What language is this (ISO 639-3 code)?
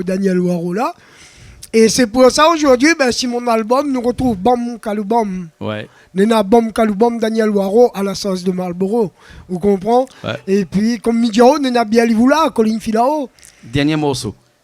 rcf